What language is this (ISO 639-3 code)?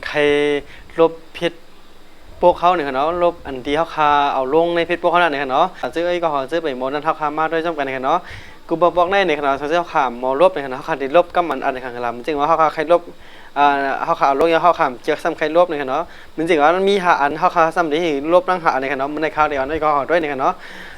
shn